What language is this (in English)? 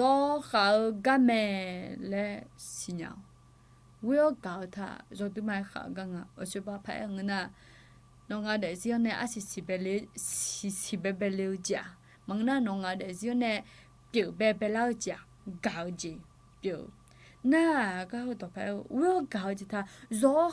Akha